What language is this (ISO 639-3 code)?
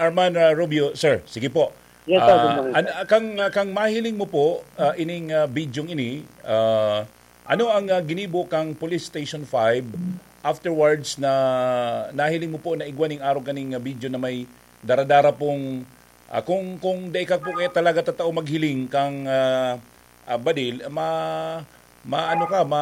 bik